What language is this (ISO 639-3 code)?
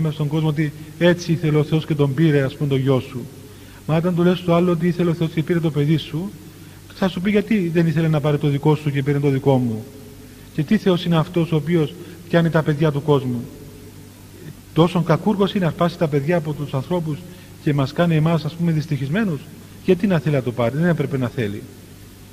ell